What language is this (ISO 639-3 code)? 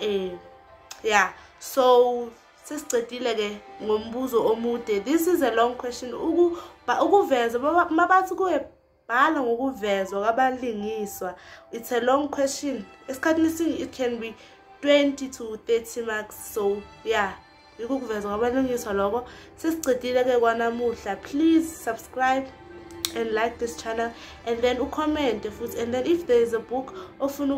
zul